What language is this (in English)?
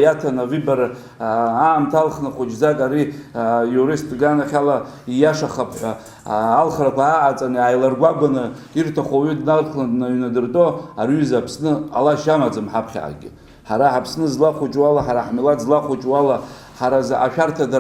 Abkhazian